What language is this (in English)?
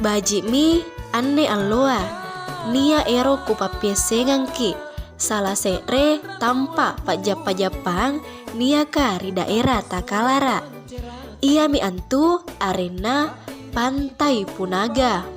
Makasar